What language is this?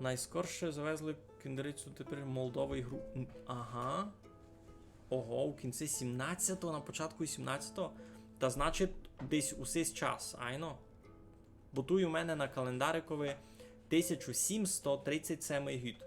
Rusyn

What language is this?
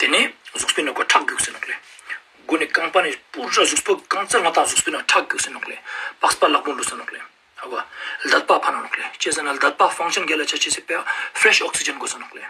Ladakhi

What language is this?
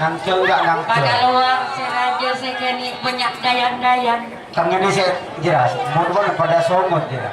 Madurese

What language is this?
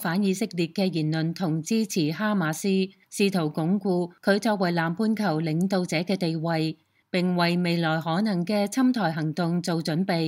Cantonese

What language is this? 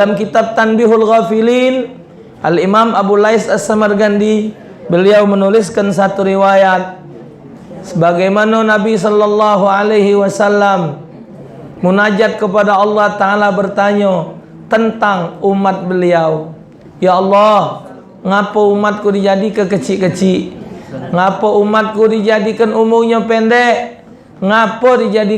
Musi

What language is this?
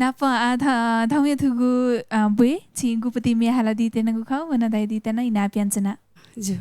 Newari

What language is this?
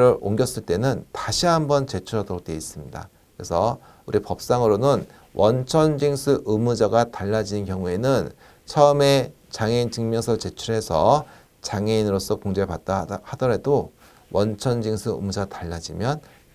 Korean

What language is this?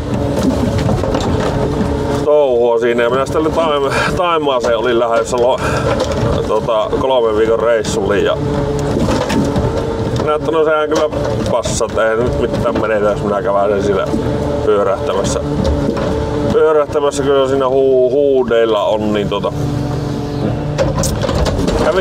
Finnish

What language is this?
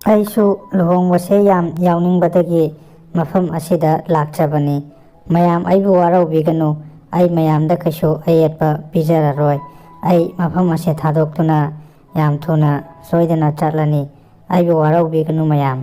Manipuri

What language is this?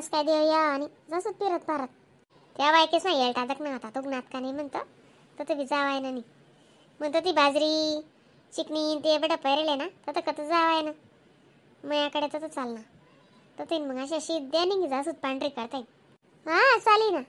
Khandesi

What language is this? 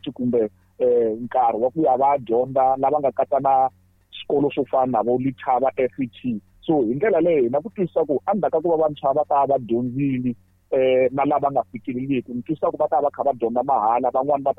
Tsonga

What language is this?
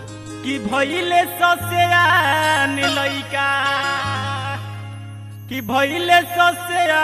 Bhojpuri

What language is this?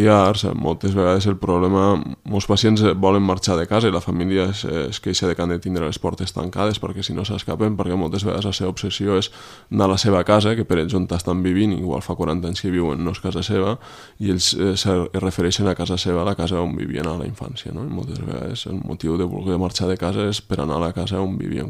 Catalan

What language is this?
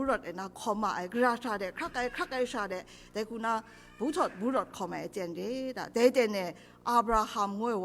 Kachin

